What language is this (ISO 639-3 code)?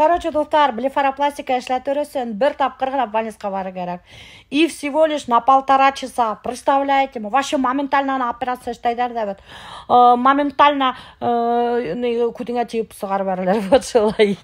bak